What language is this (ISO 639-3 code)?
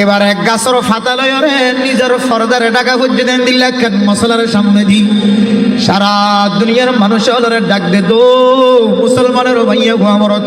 rhg